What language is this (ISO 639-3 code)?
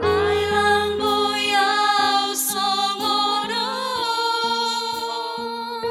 bts